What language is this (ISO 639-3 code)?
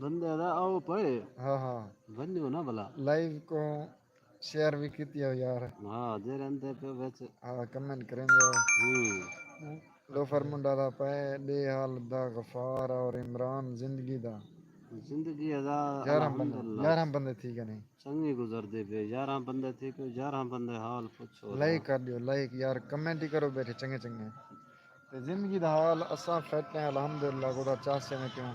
skr